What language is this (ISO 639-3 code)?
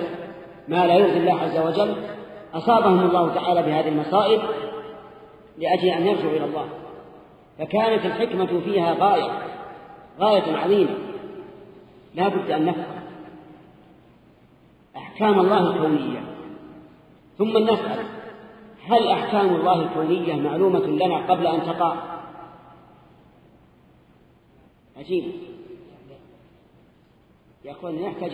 ara